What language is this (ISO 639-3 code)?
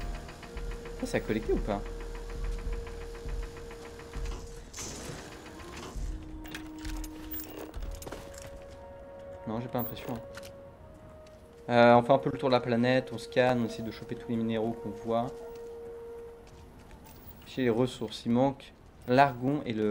fra